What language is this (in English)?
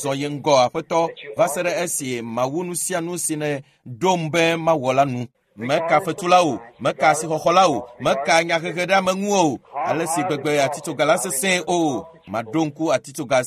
Ewe